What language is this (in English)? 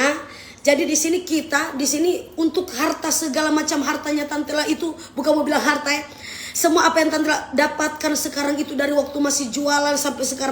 Manado Malay